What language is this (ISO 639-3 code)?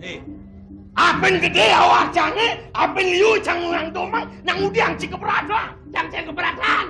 ban